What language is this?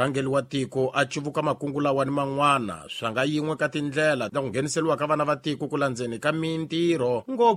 Tsonga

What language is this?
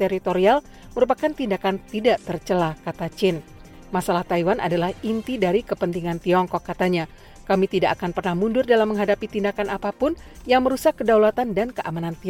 Indonesian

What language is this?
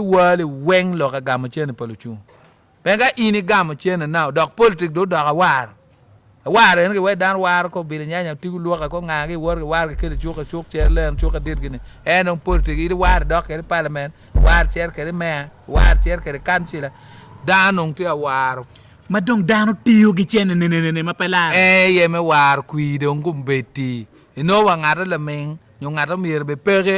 Acoli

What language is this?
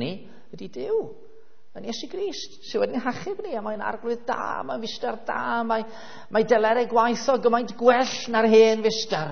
Welsh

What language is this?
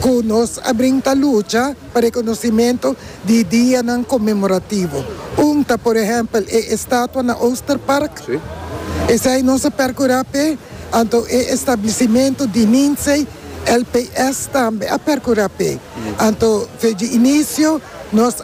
Papiamento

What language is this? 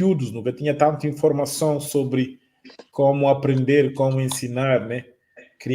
Kabuverdianu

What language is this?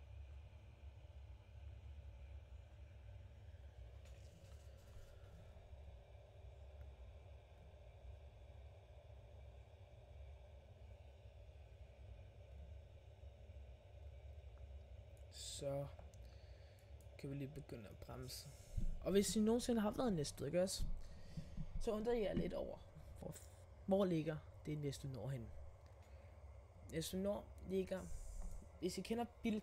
Danish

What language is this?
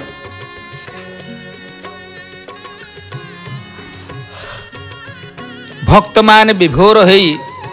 Odia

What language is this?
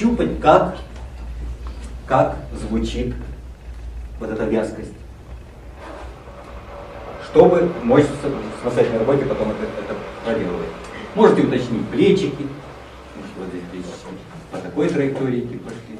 Russian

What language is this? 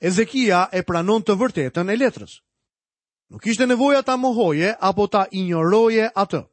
Albanian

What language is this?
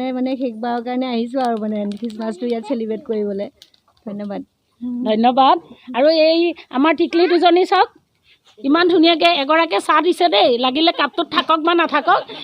Assamese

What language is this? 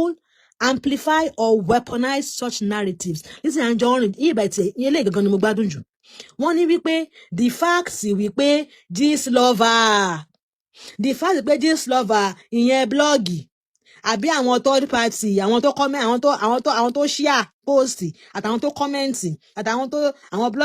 Yoruba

